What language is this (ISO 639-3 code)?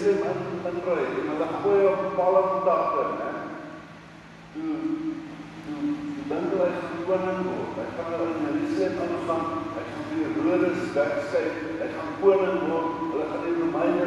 afr